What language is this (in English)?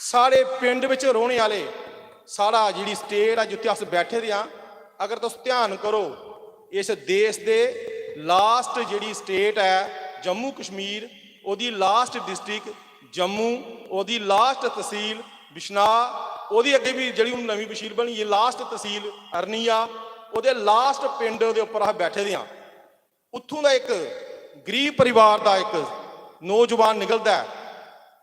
Dogri